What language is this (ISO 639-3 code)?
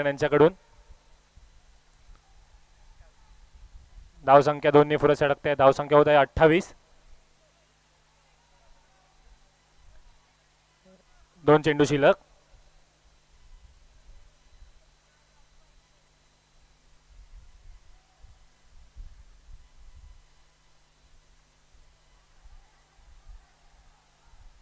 mar